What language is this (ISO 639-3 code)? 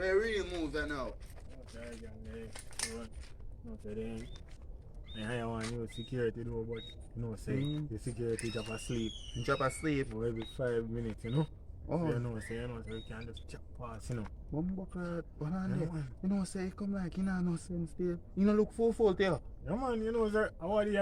jam